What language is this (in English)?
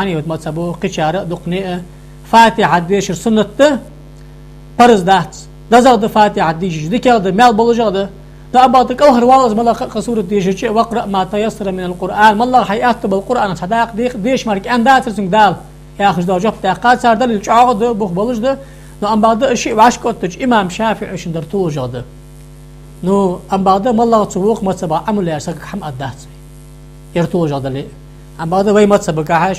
Ingush